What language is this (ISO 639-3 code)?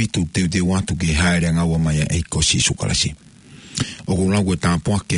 ton